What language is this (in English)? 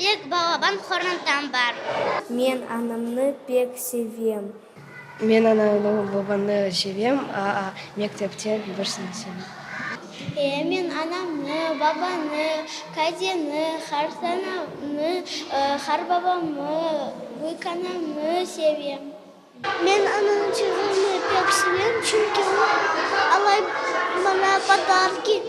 Crimean Tatar